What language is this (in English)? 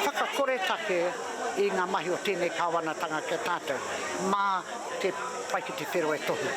Māori